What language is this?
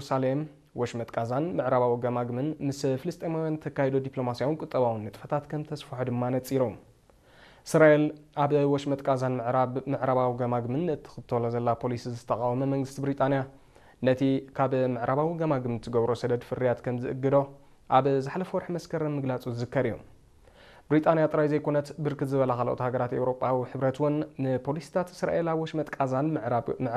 Tigrinya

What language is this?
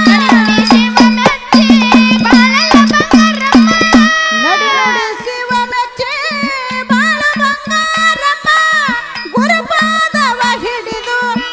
Kannada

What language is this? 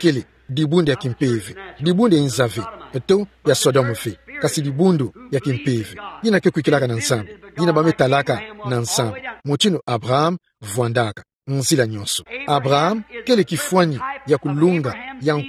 Kituba (Democratic Republic of Congo)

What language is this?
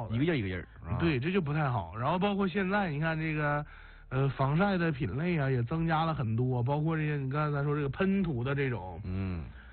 Chinese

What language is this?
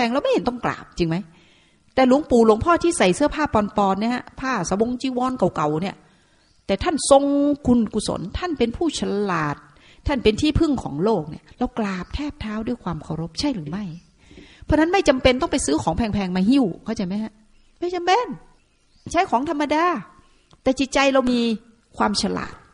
Thai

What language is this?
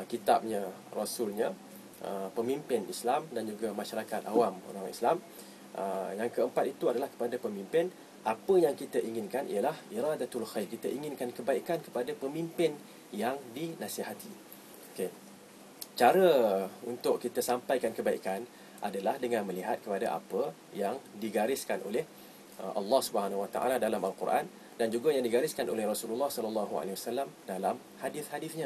Malay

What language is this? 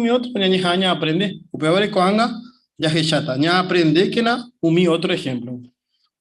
Guarani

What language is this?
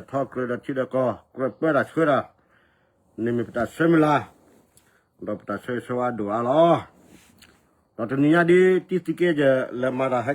S'gaw Karen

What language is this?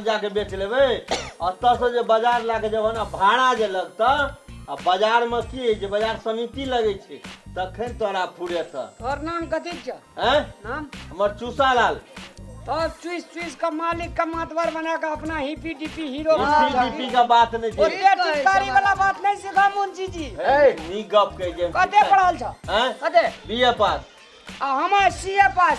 Maithili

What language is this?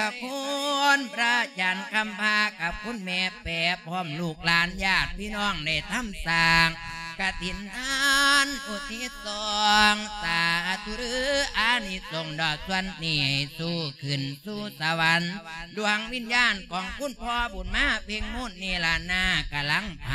Lao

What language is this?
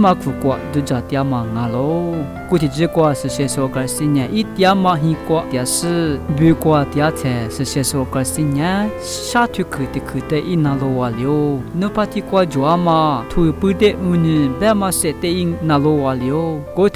Lisu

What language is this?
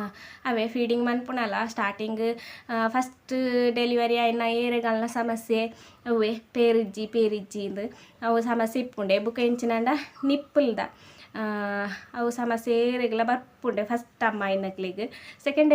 Tulu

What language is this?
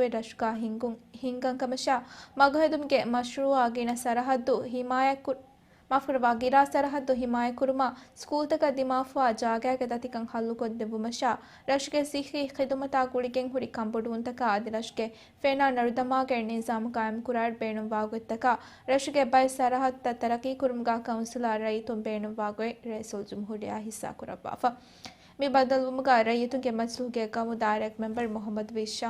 Divehi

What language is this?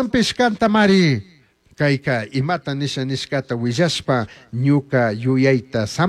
Chimborazo Highland Quichua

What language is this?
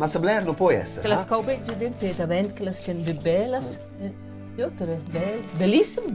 Romansh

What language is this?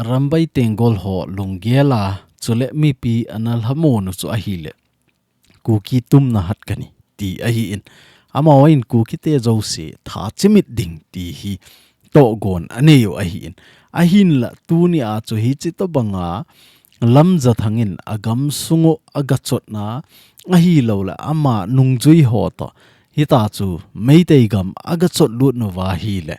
Thado Chin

